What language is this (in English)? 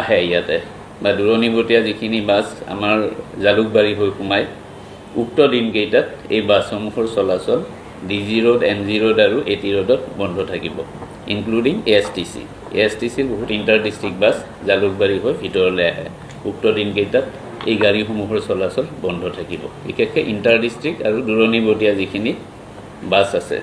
Assamese